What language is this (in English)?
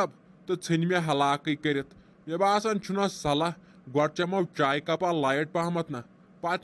Kashmiri